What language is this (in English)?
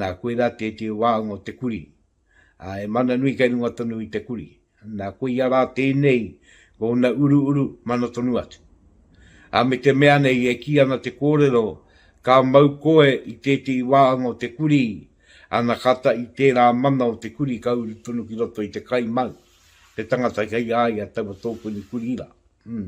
Māori